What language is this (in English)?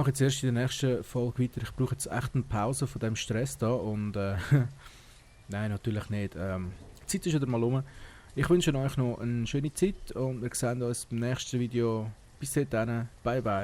Swiss German